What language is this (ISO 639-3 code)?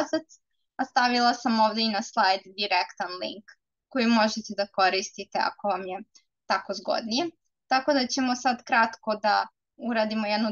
srp